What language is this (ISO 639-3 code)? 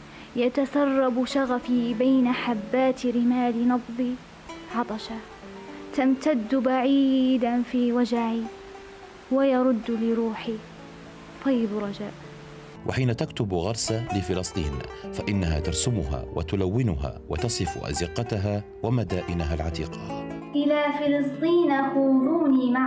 ara